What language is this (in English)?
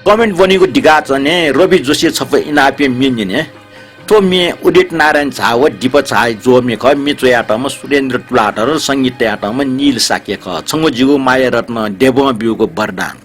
Newari